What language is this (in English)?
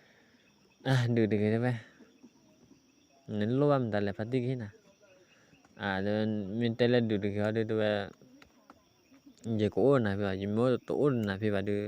S'gaw Karen